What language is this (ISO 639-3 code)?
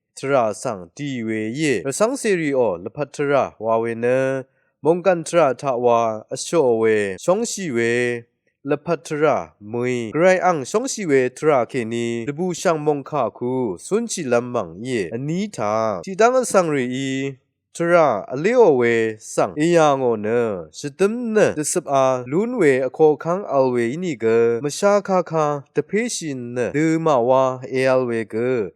raw